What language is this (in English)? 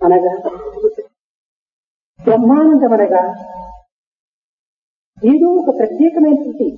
Telugu